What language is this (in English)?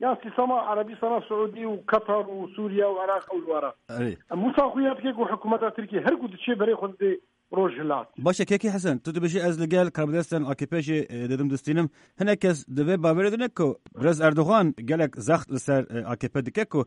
Kurdish